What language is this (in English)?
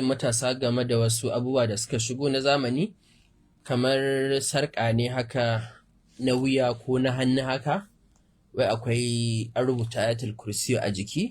Hausa